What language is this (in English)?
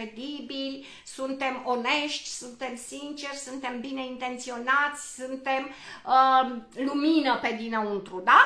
Romanian